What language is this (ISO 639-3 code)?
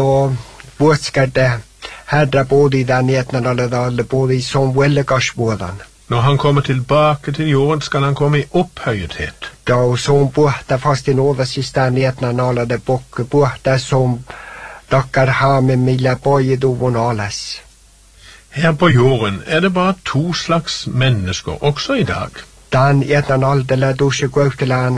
nor